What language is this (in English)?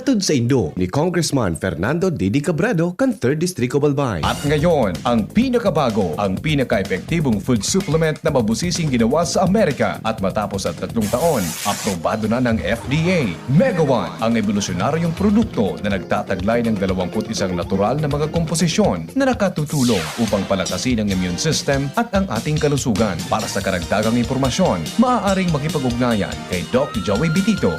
Bikol